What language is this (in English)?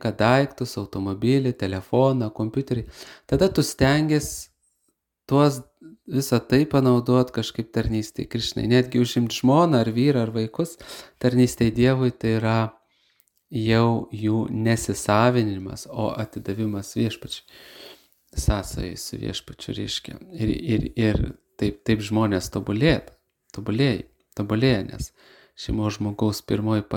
Lithuanian